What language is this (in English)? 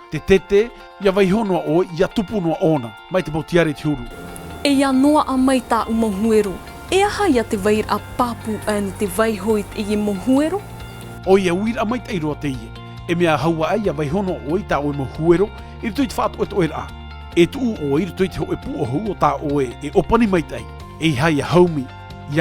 Tahitian